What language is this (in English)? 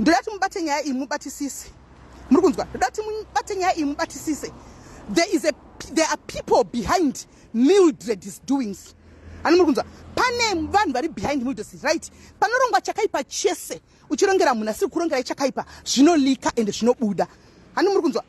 Shona